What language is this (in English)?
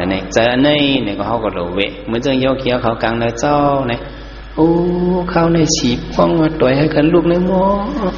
Shan